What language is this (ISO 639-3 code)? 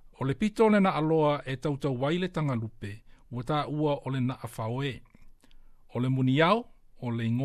smo